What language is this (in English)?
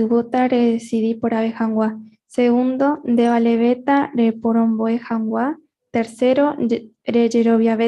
Guarani